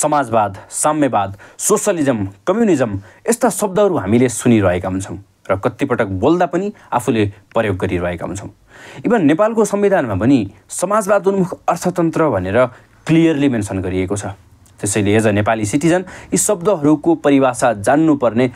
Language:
Nepali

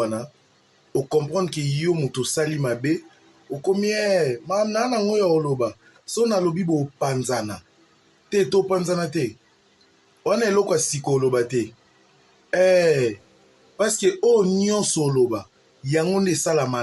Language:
Lingala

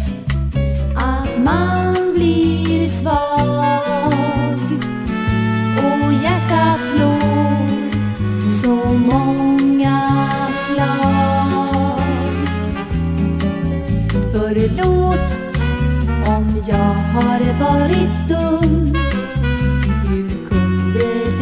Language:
Swedish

